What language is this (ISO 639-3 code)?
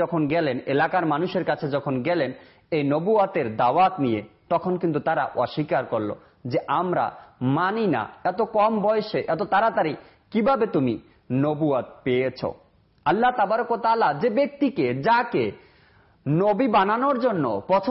ben